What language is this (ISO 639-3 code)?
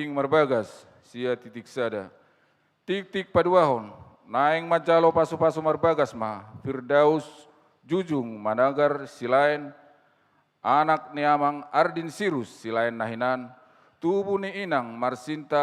bbc